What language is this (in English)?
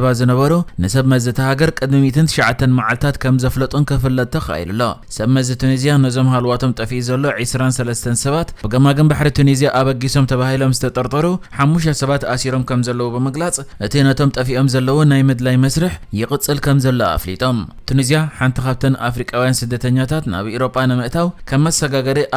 Tigrinya